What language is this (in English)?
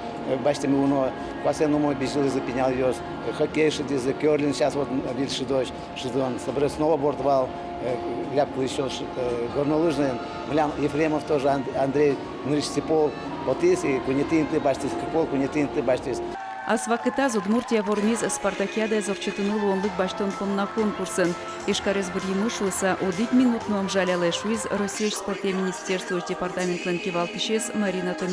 Udmurt